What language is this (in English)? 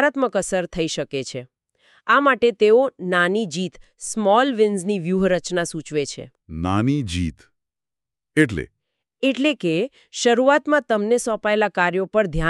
Gujarati